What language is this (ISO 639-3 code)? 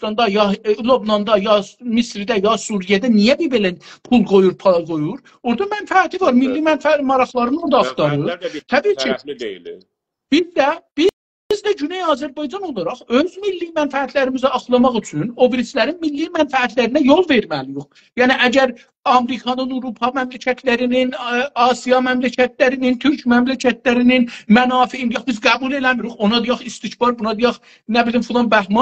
azb